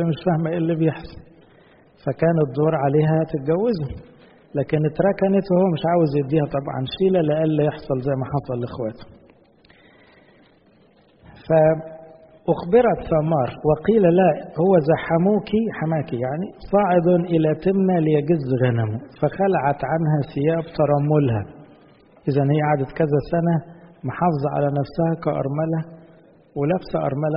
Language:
Egyptian Arabic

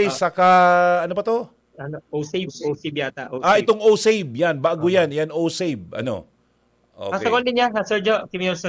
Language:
Bikol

